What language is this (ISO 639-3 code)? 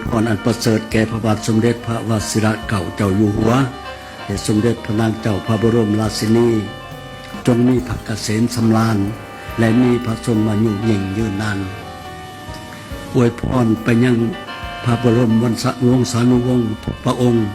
lao